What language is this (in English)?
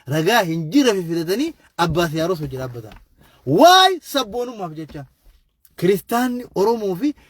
Oromo